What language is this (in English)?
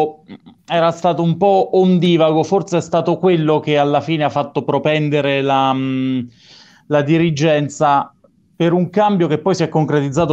Italian